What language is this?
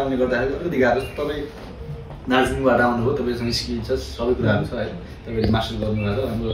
Nepali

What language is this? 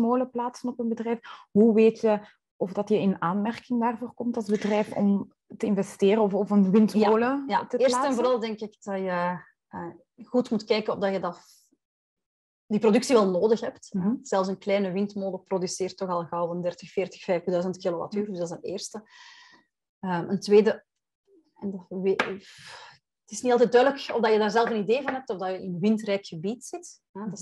Dutch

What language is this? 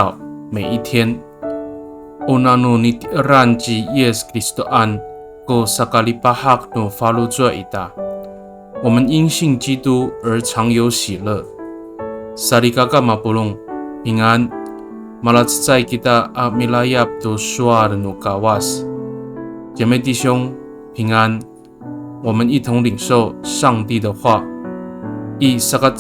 Amis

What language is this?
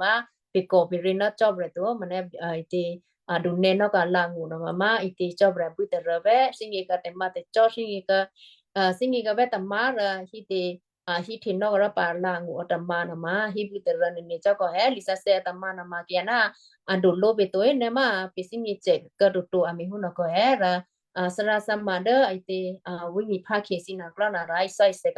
Western Kayah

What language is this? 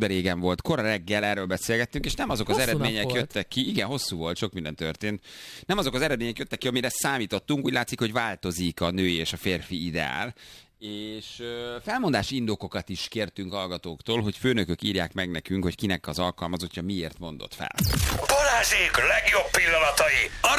Hungarian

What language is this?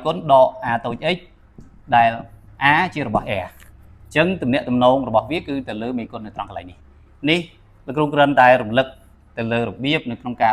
Khmer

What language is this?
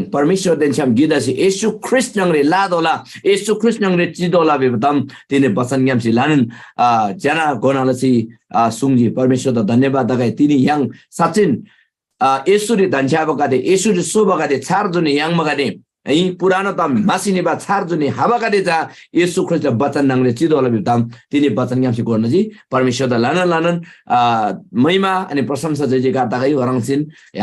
Eastern Tamang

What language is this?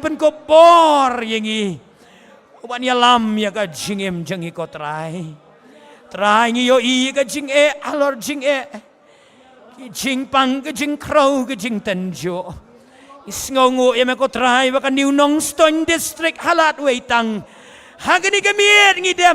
Khasi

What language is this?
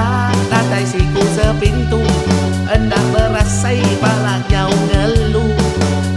Iban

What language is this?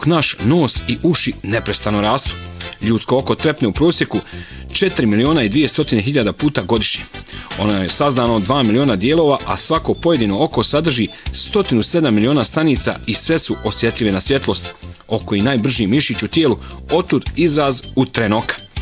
Bosnian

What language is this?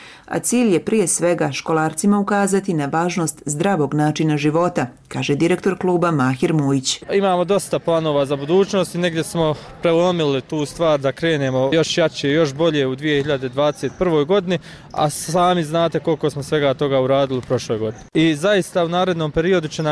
Bosnian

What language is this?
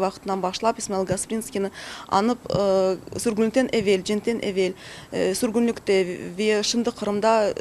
Crimean Tatar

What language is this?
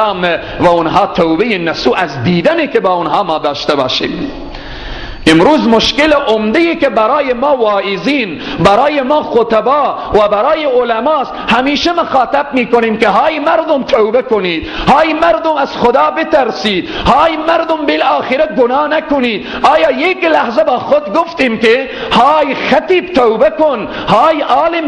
Persian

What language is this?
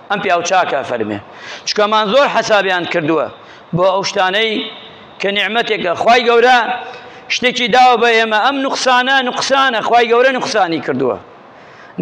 Central Kurdish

